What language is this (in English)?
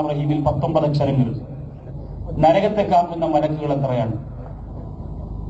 Malayalam